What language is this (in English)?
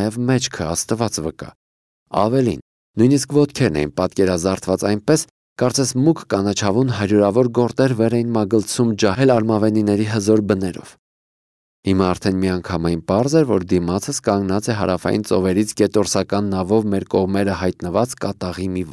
Armenian